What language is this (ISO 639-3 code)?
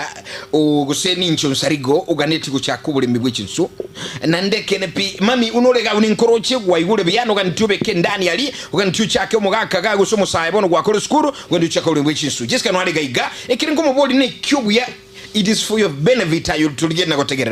guz